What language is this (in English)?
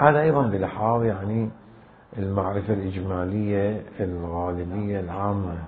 Mesopotamian Arabic